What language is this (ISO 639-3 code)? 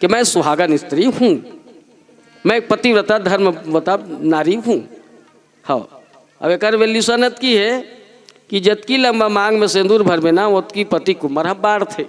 hne